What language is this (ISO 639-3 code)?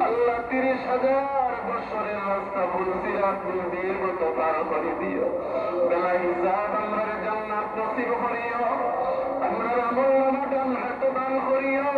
syl